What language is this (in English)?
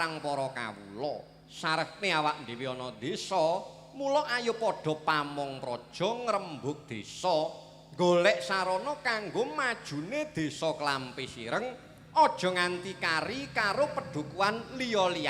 Javanese